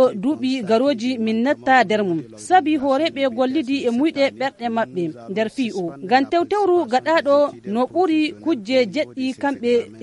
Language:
Fula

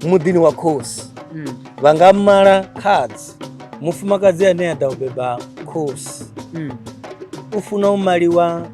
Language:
Venda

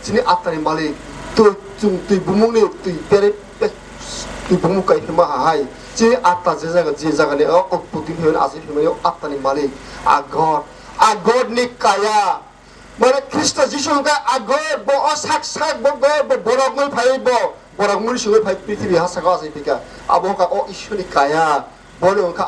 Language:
Kok Borok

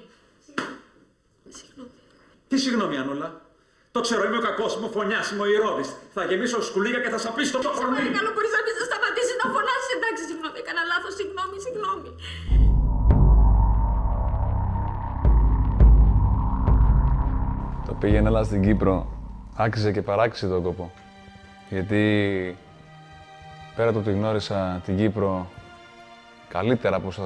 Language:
Greek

